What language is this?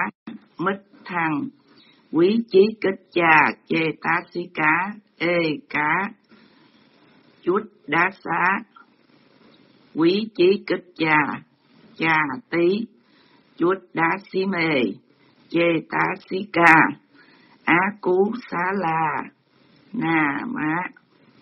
Vietnamese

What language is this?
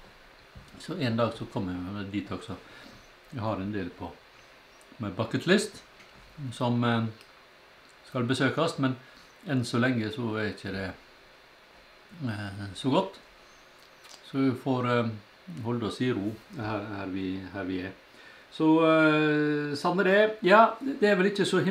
Norwegian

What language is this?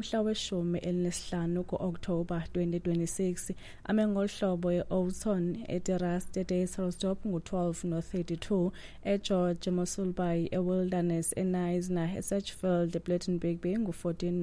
Xhosa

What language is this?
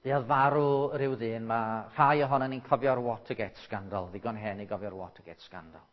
Welsh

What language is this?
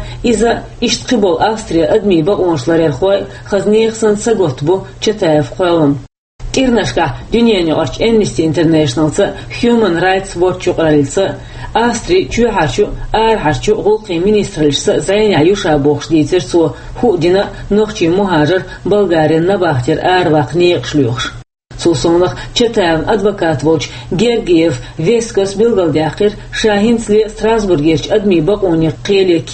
Chechen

